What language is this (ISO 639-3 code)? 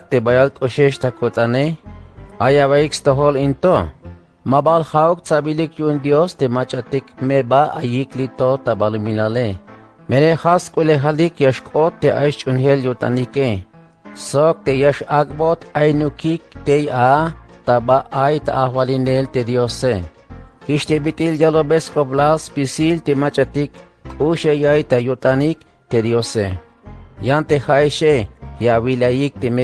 tzh